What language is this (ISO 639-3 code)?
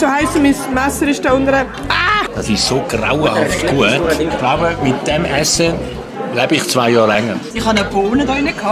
gsw